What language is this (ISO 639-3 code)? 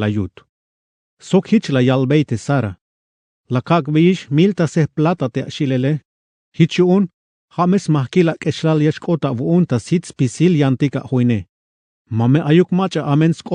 tzh